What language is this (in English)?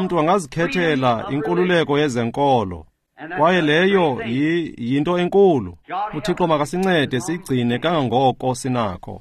Xhosa